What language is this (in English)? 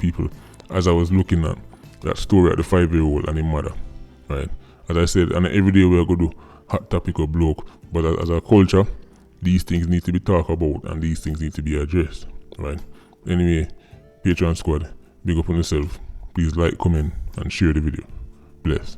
Jamaican Creole English